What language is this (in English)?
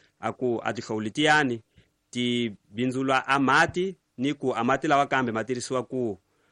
Tsonga